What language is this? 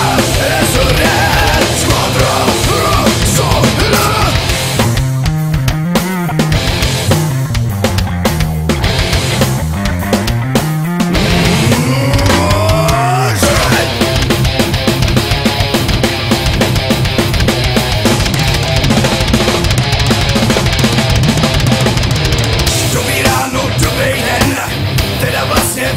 Czech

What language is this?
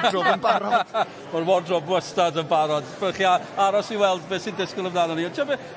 Welsh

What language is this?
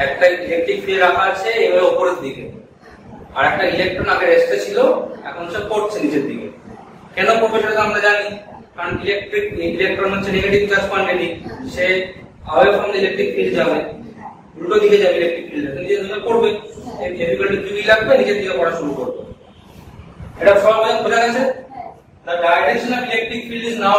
Bangla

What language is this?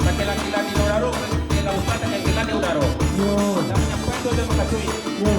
Minangkabau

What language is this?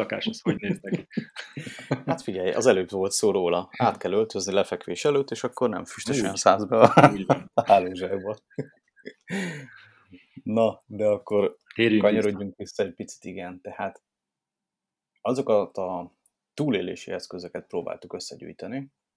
Hungarian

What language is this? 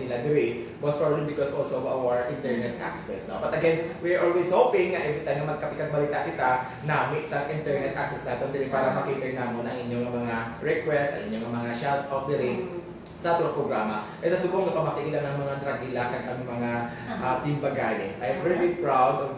Hiligaynon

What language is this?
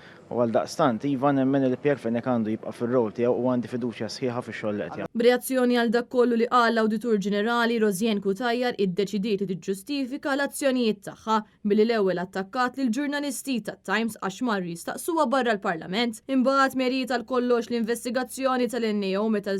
Maltese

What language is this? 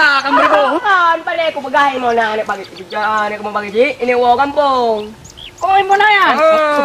Achinese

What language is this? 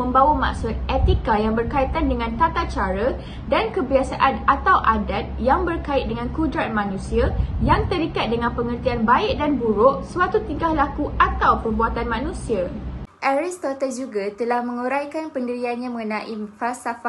Malay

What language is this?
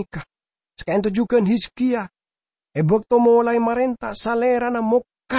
Madurese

